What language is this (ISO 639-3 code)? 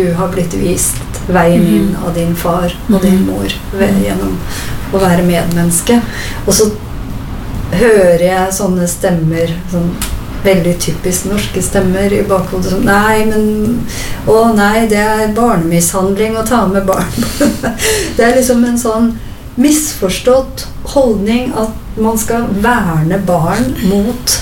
nor